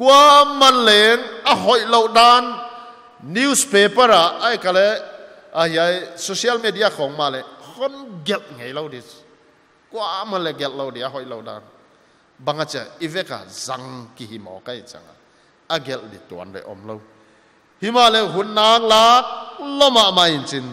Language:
Paite Chin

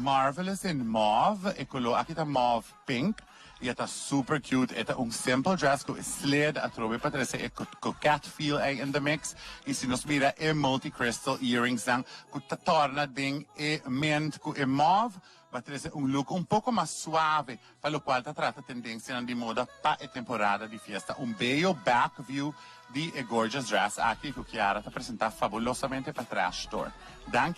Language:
Papiamento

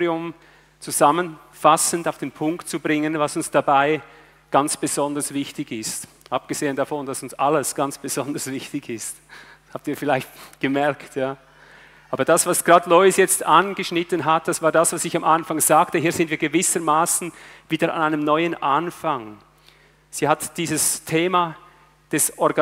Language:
German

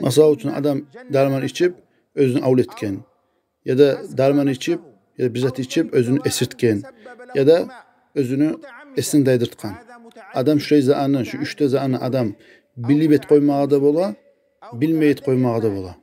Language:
Kumyk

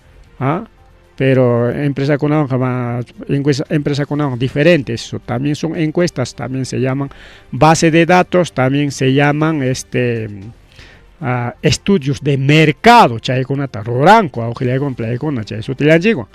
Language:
Ayacucho Quechua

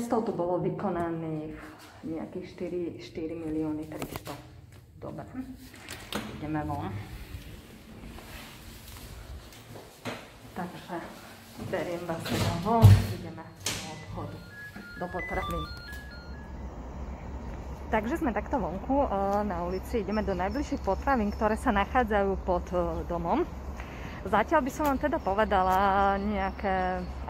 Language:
Slovak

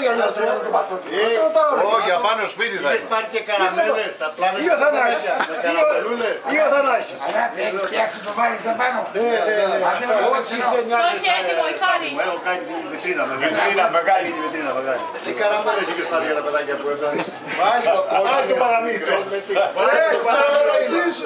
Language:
Greek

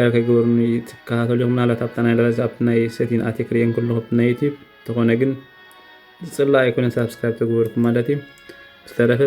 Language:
Tigrinya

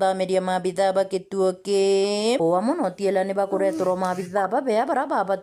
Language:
Meru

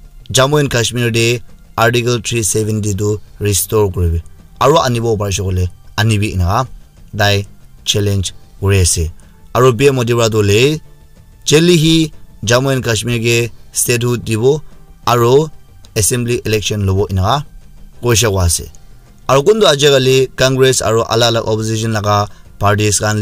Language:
Naga Pidgin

